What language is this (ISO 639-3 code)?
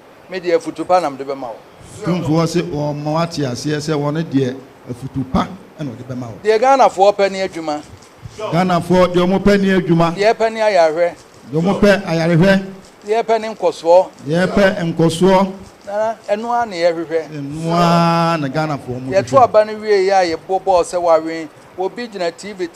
aka